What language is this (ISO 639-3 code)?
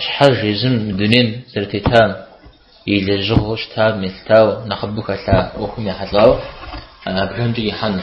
kbd